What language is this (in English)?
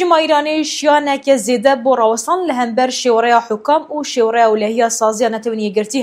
Kurdish